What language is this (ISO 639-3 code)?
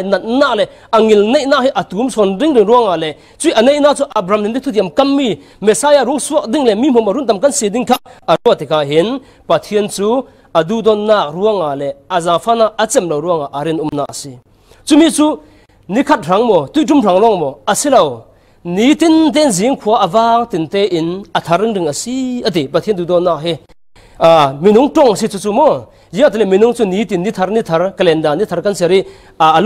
cfm